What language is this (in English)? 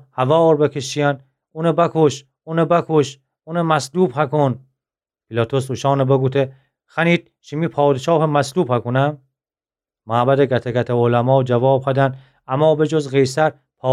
Gilaki